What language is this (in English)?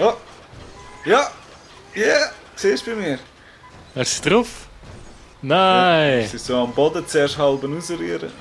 Swiss German